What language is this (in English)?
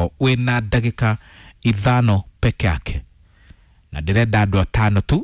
Kikuyu